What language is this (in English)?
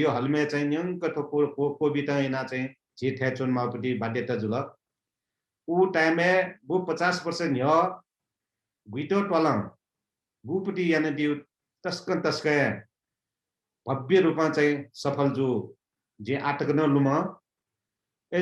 Newari